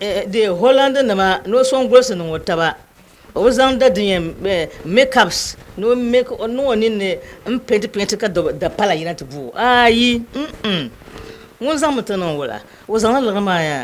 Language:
Dagbani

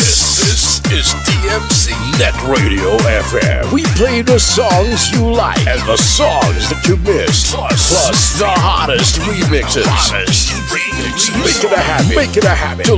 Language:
Hiligaynon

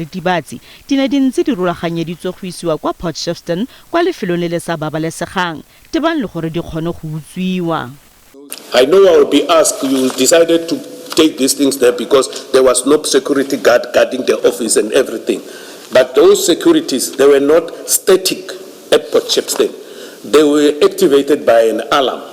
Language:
Tswana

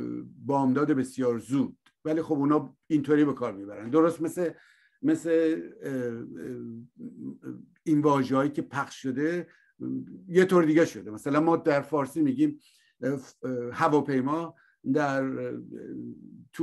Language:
Persian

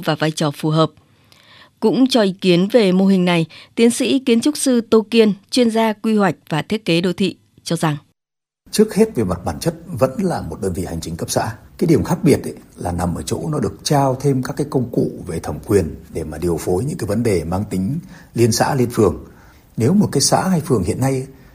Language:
Vietnamese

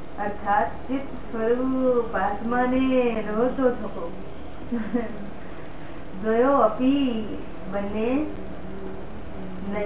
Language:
Gujarati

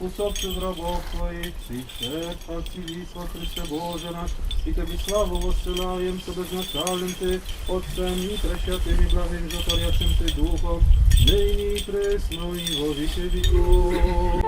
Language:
Rusyn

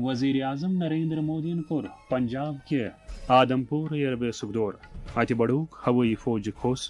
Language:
Kashmiri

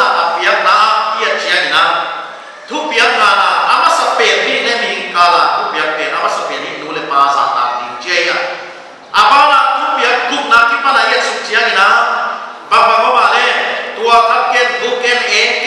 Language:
Paite Chin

